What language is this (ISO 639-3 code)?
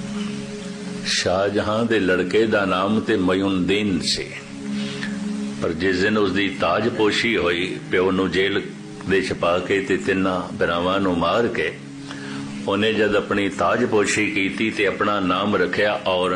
pan